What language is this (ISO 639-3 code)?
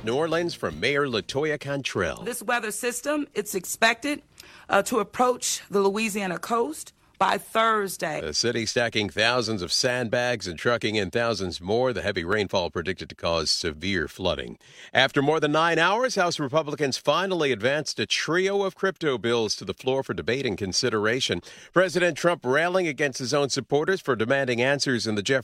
eng